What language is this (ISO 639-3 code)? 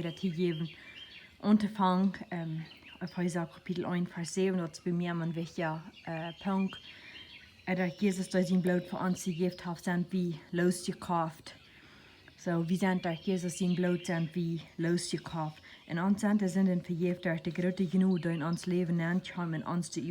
pdt